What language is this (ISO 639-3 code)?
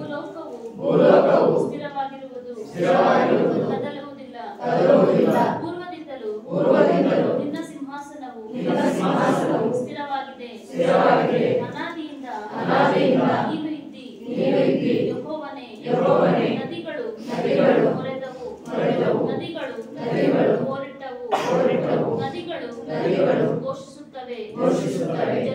kan